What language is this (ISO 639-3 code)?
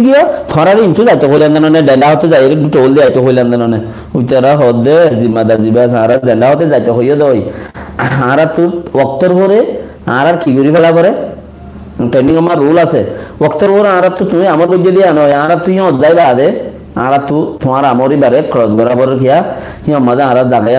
rhg